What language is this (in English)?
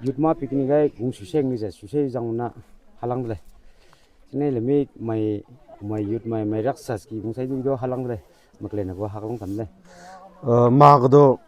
Maram Naga